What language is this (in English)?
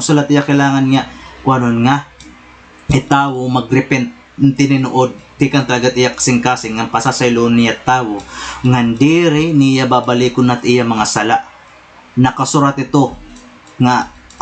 Waray